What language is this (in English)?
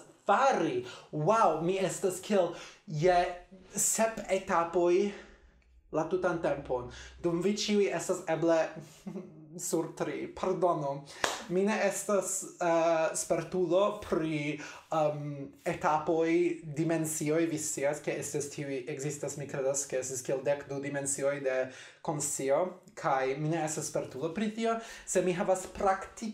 Esperanto